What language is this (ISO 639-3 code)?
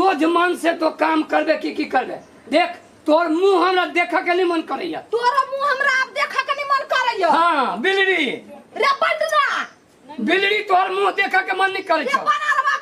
mai